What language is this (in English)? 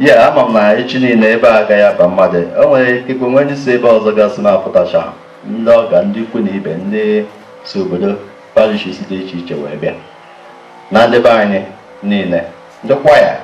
Igbo